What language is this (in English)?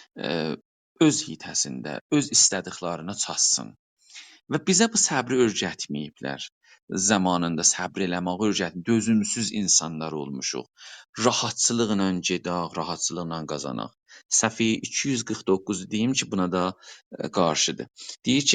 South Azerbaijani